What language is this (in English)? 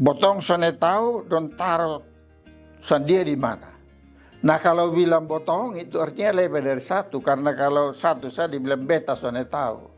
Kupang Malay